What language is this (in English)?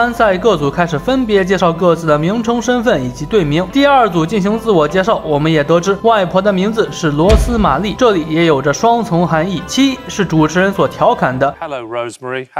Chinese